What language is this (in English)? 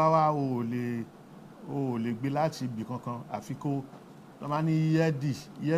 Yoruba